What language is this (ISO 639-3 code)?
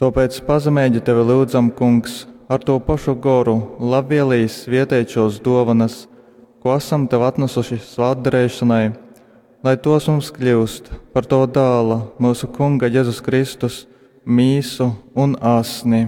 ltg